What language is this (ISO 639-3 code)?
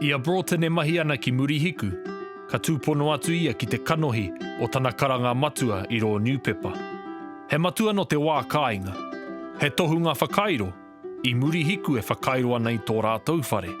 mri